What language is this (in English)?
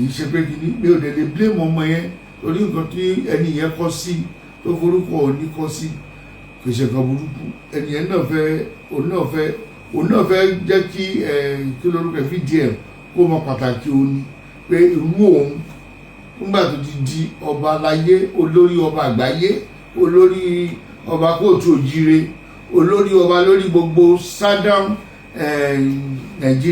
Yoruba